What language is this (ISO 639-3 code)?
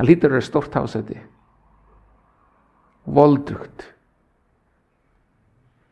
isl